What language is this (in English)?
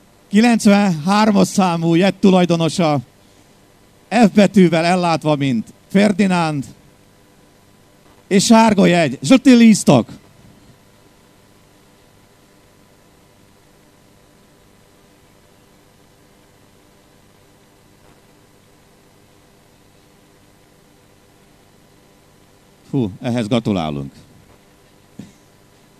Hungarian